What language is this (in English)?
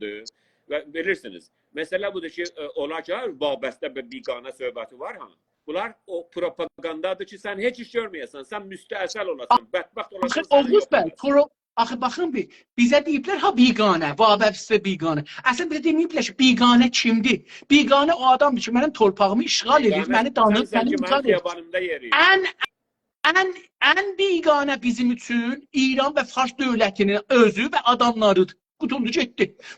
South Azerbaijani